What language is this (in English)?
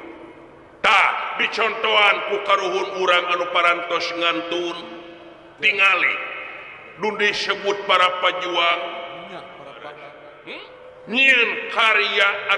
Sundanese